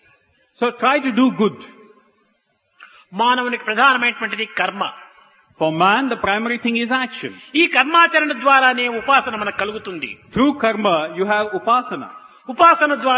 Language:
Telugu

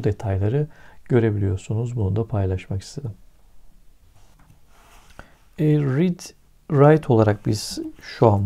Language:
Turkish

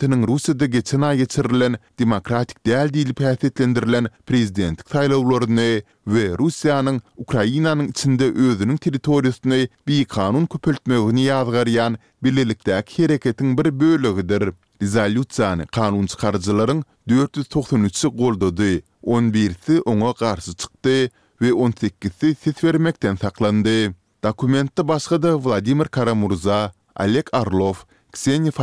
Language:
Turkmen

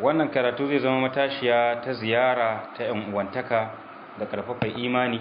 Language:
Hausa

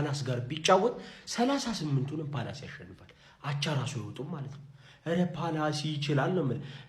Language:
Amharic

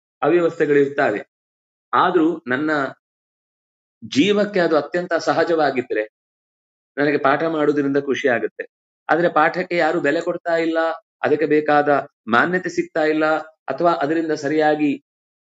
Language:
Kannada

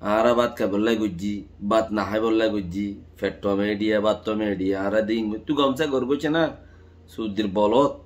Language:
Rohingya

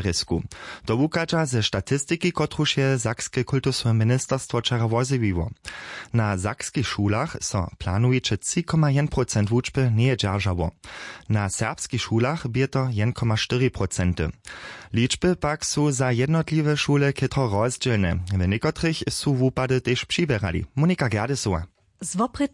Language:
Upper Sorbian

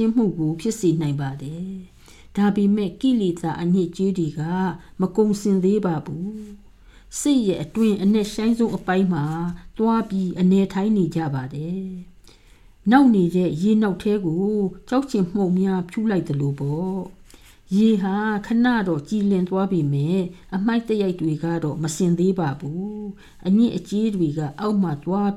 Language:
Burmese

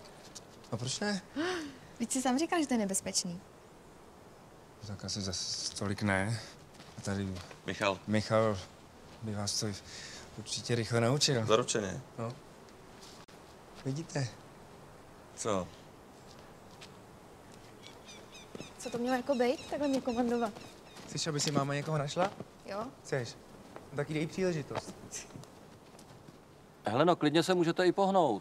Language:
Czech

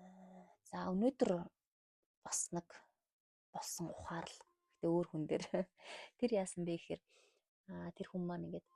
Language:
Mongolian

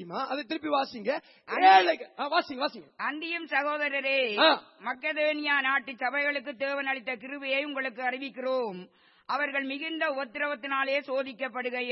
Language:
Tamil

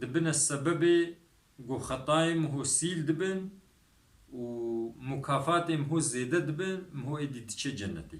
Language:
Kurdish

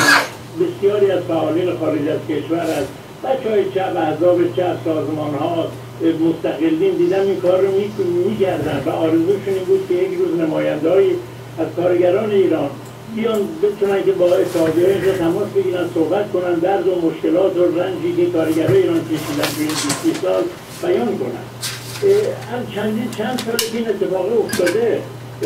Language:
Persian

